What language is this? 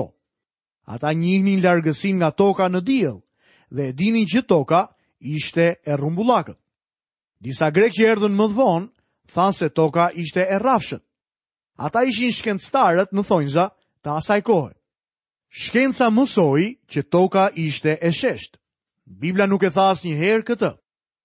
Albanian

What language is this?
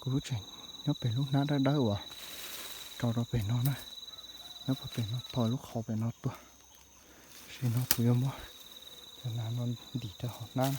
Hmong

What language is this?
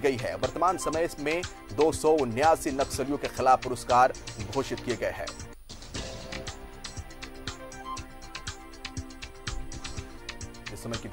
Hindi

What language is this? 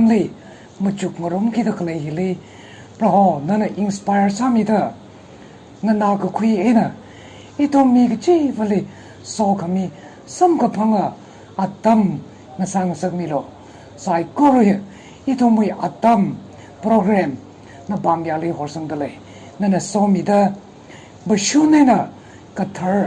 Tangkhul Naga (India)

